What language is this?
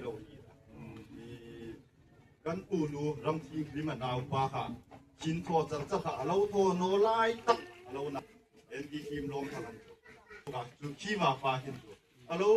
Hmar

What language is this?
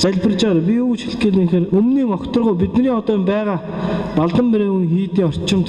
Mongolian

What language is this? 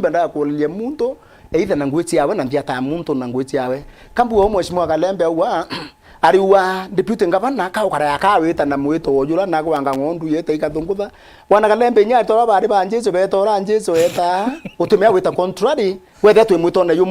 Meru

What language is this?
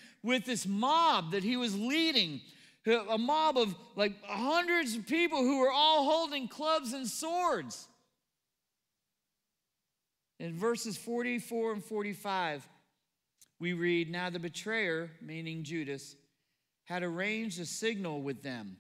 English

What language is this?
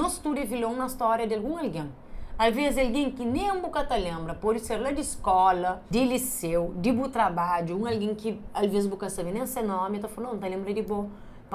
Kabuverdianu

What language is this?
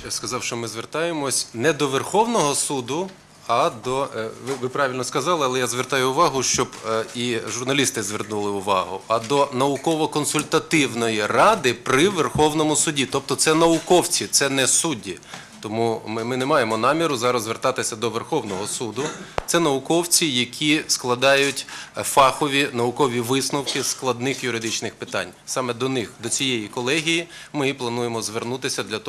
Ukrainian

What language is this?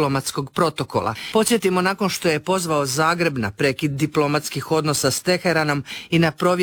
Croatian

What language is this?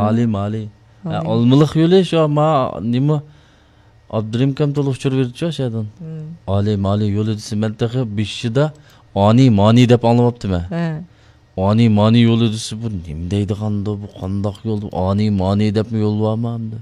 Uyghur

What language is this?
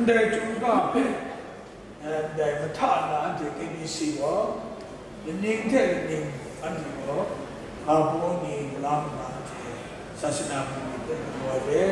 Kachin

